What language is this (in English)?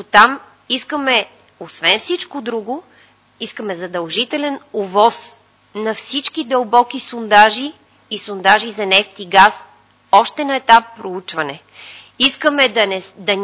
Bulgarian